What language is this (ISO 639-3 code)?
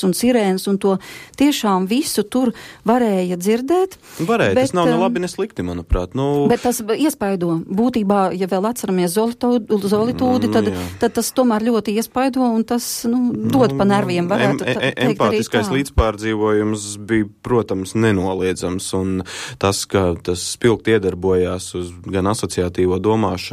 lav